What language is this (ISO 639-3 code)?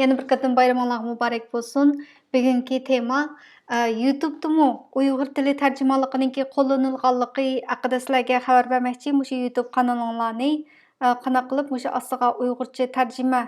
uig